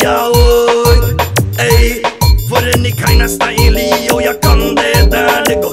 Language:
Norwegian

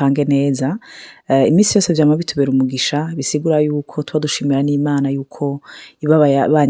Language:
Rundi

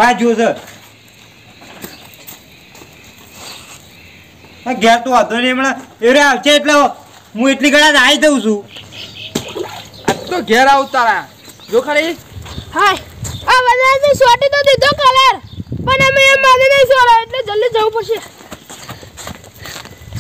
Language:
Gujarati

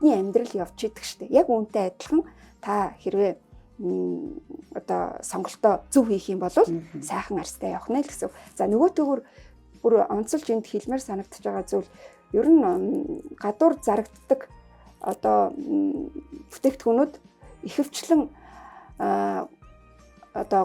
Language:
Mongolian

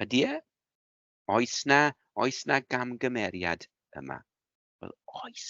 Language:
Welsh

